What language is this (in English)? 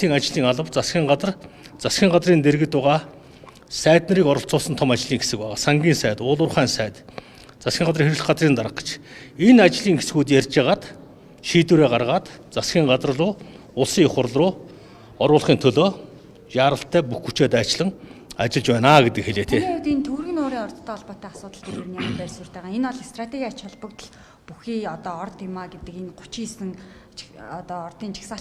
Mongolian